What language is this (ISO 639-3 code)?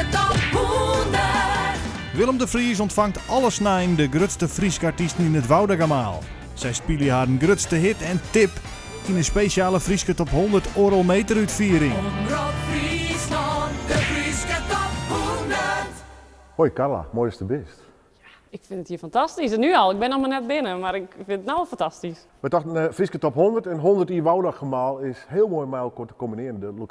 fry